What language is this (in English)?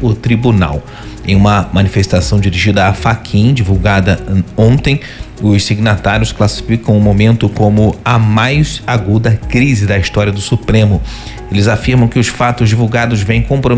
Portuguese